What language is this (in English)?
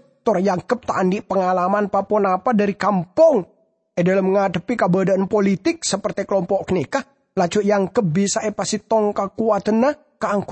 Madurese